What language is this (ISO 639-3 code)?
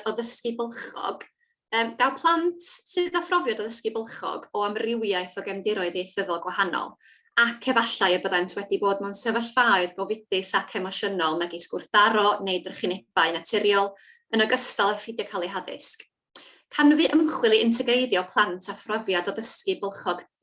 cym